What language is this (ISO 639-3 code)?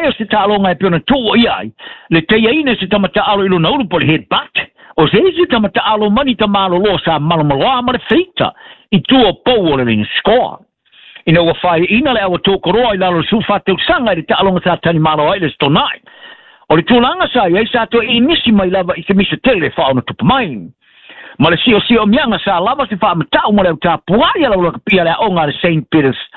smo